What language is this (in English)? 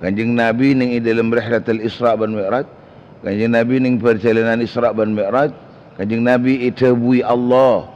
Madurese